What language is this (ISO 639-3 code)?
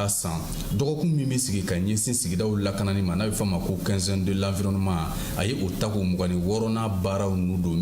bam